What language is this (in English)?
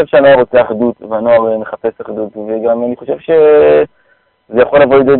Hebrew